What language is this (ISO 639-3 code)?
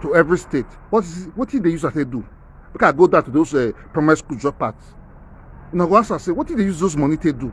pcm